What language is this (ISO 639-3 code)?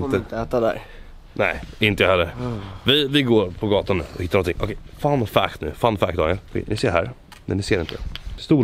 swe